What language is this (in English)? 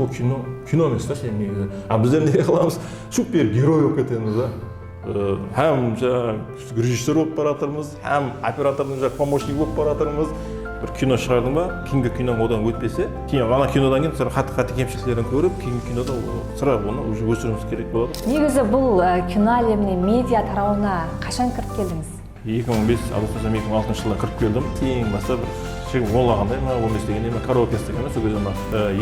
Kara-Kalpak